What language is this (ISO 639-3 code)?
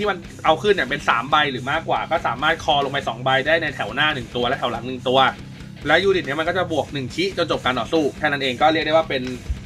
tha